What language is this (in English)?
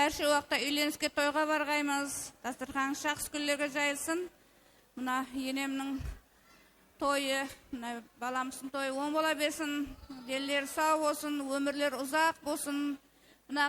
Kara-Kalpak